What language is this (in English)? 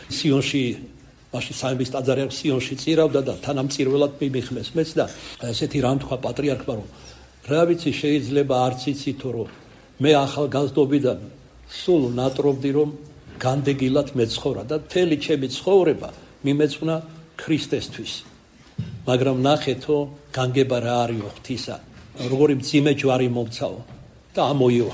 Georgian